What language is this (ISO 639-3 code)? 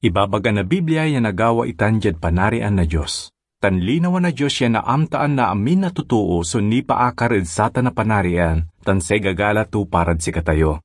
pag